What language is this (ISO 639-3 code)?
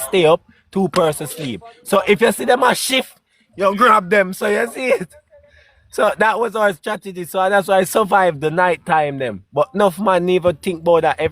jam